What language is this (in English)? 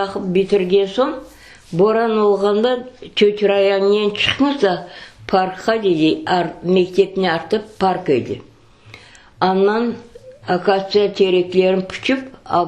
Crimean Tatar